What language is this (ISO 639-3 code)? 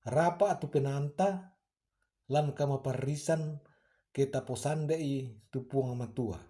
sda